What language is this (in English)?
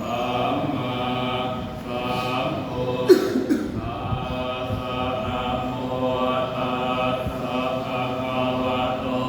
Pali